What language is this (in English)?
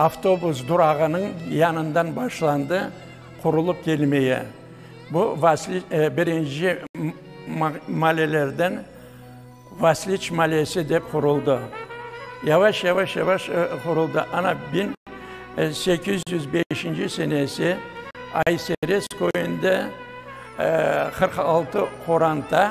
Crimean Tatar